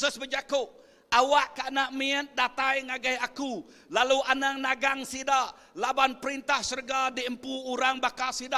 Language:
Iban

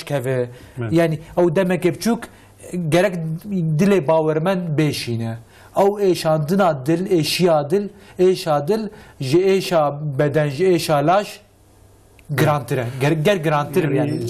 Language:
Kurdish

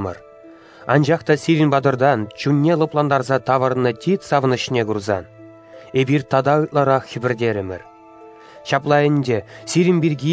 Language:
Chuvash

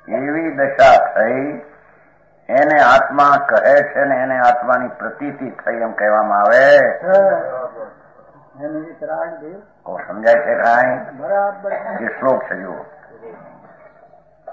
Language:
Gujarati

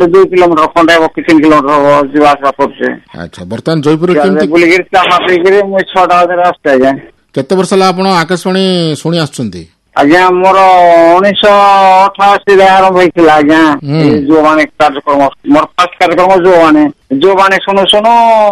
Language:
Odia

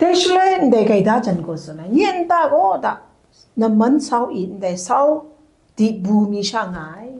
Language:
Kachin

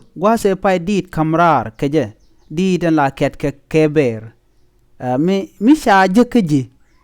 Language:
Nuer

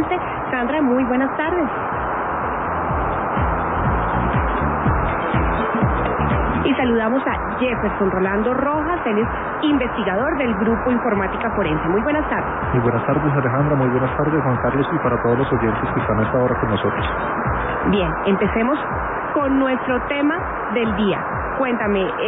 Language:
Spanish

